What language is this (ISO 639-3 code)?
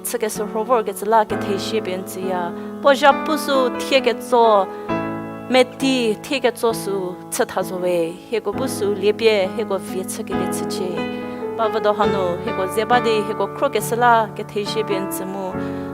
njm